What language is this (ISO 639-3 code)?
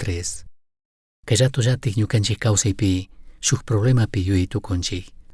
qug